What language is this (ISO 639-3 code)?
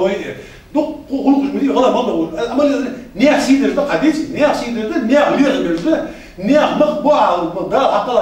inh